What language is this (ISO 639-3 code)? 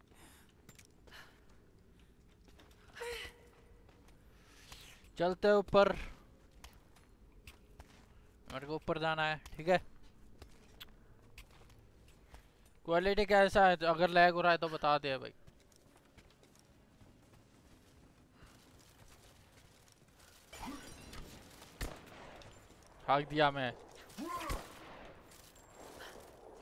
hin